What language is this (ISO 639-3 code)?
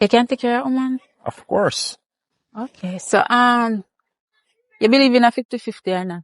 jam